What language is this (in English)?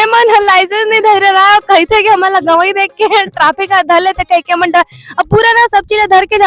Chhattisgarhi